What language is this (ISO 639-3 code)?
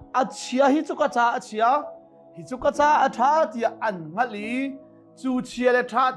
cnh